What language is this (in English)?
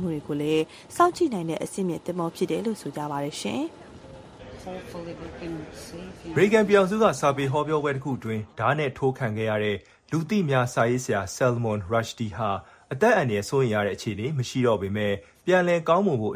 Burmese